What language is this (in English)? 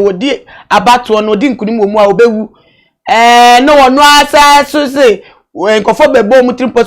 Akan